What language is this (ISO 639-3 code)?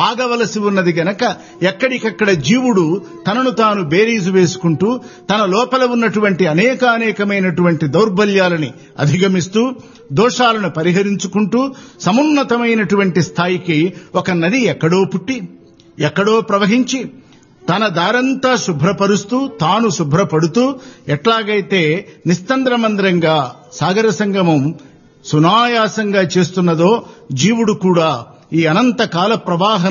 tel